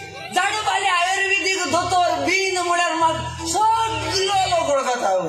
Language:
Konkani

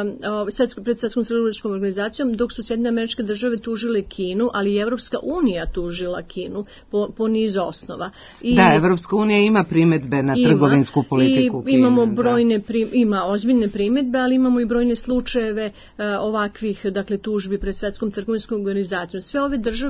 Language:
Serbian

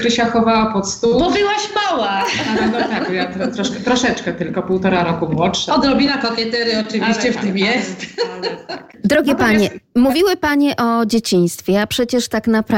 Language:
Polish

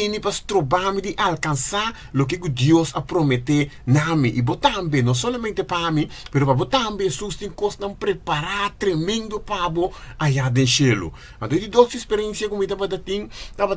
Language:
Papiamento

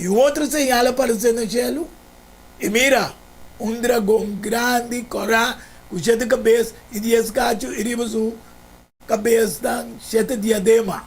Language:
Papiamento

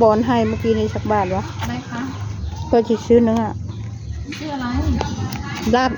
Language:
Northeastern Thai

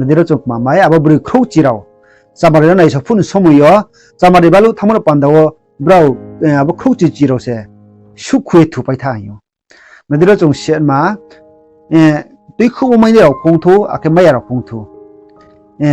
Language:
Riang (India)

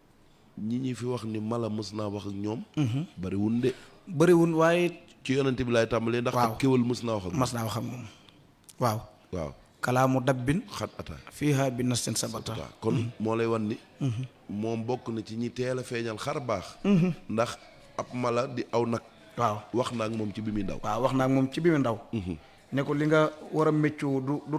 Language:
Wolof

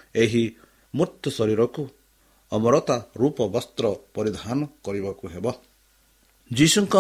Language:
Odia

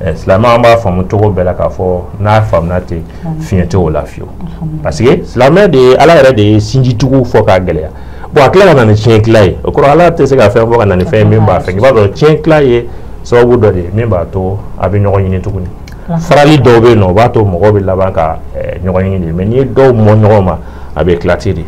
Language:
Bambara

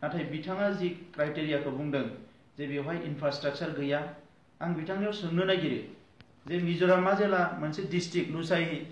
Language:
Bodo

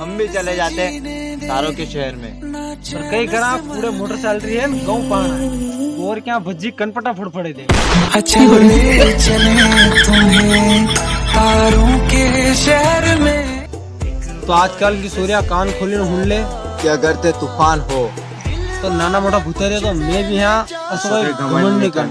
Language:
Rajasthani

